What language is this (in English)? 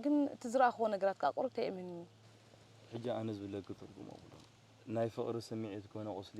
Tigrinya